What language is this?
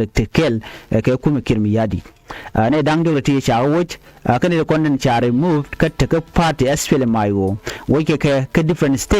Nuer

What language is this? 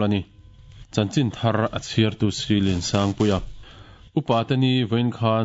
Mizo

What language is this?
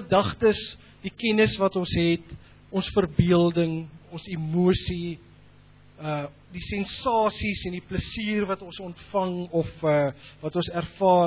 Afrikaans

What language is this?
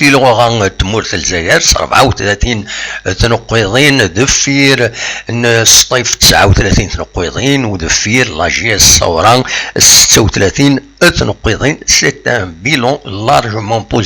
Kabyle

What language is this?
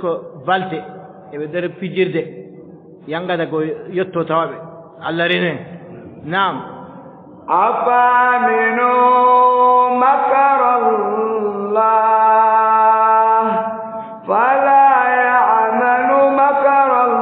Adamawa Fulfulde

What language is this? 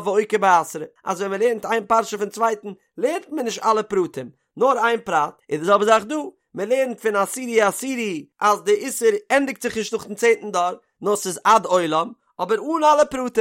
Yiddish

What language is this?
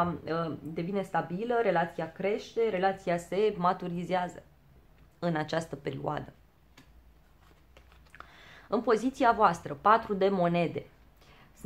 Romanian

